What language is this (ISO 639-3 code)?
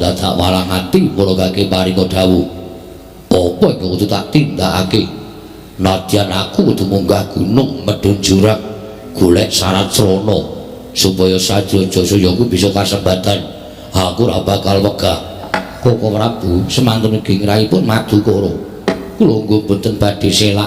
jav